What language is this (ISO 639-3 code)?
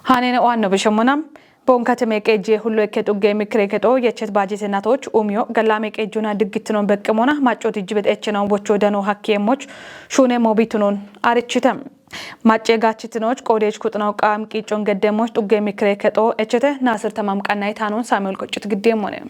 kbr